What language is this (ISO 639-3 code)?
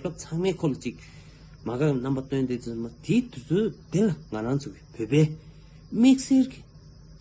bod